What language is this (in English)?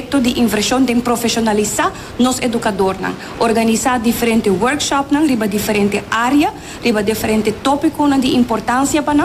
Papiamento